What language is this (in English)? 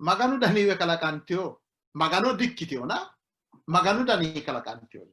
Sidamo